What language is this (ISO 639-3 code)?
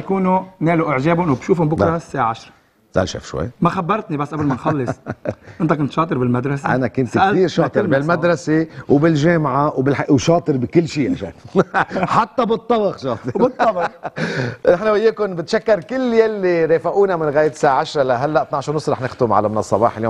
apc